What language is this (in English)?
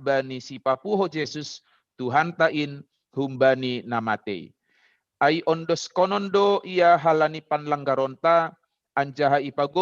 Batak Simalungun